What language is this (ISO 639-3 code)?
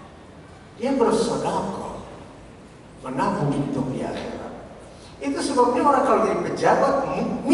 ind